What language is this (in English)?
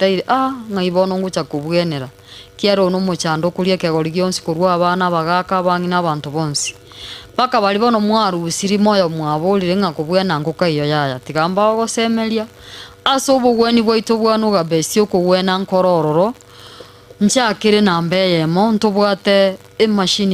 Gusii